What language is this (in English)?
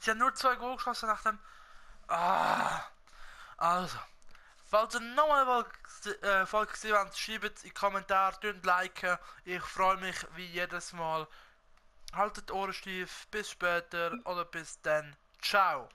Swiss German